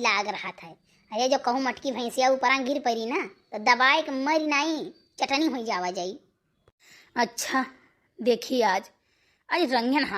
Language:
Awadhi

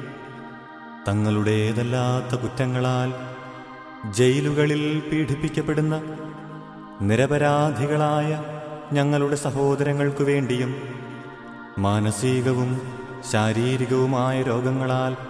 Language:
Malayalam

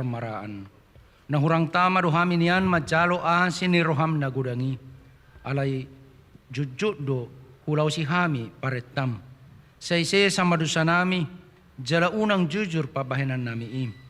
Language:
Batak Toba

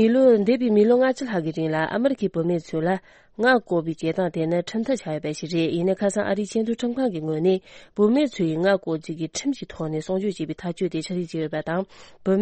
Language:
Tibetan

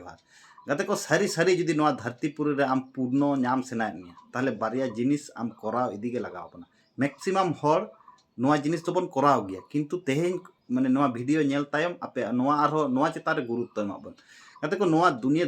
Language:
Santali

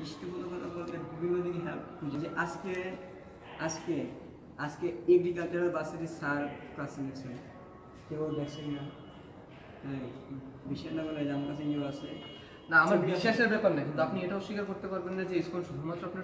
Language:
Bangla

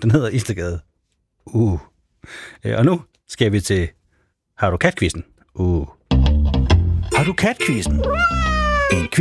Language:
Danish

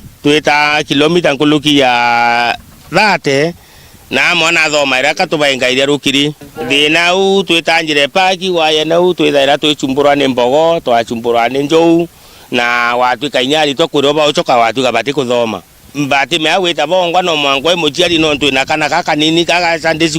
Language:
Meru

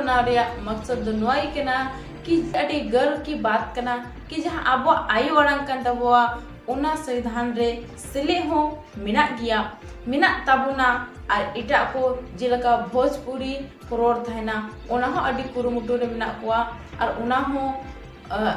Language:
Santali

